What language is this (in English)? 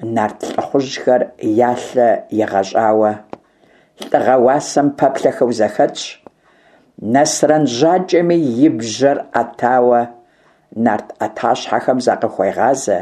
Kabardian